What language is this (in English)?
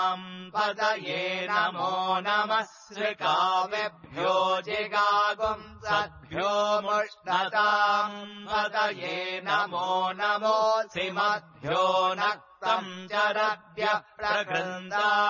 Sanskrit